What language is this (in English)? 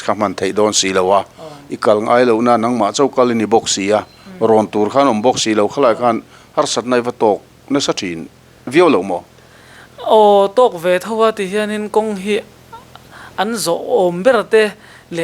Mizo